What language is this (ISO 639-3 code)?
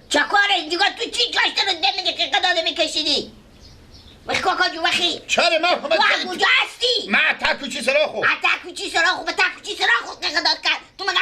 fas